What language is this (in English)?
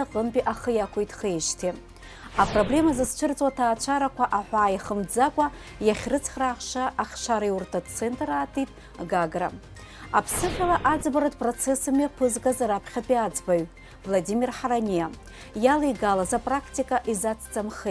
Abkhazian